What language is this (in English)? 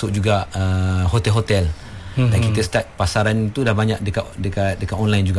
Malay